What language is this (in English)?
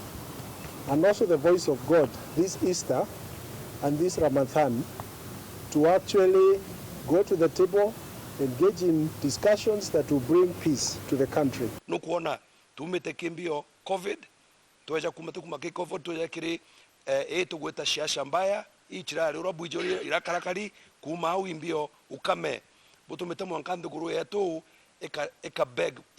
Meru